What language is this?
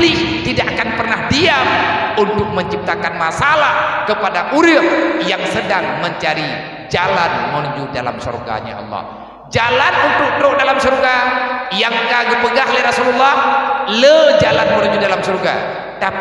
Achinese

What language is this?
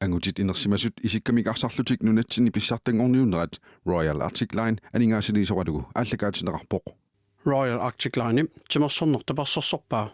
Kalaallisut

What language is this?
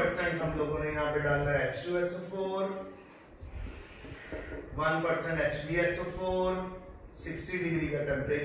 Hindi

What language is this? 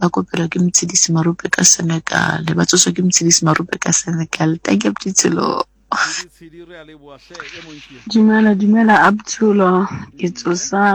Southern Sotho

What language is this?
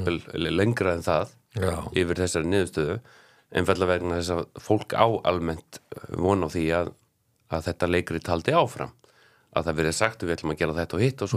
Icelandic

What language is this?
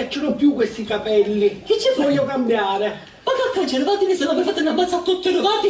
Sicilian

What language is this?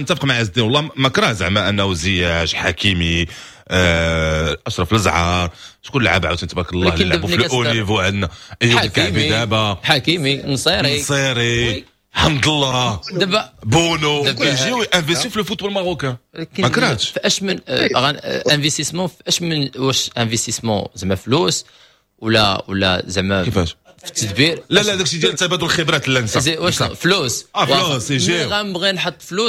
Moroccan Arabic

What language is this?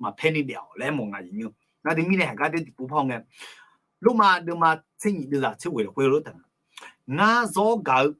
Akha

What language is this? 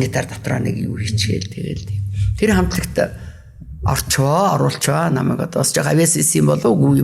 Mongolian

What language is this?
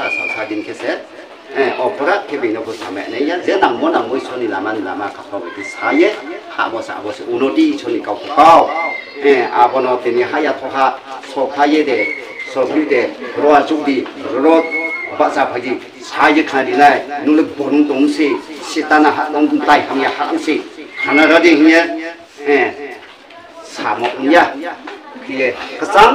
Riang (India)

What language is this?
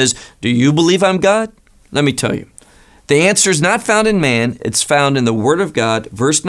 English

